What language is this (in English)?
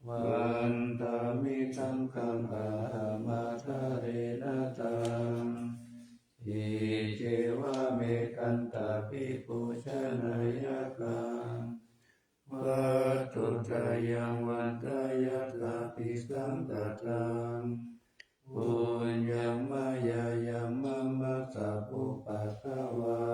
Pali